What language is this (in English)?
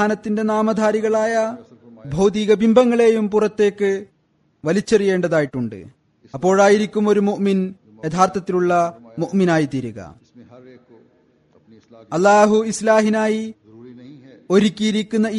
Malayalam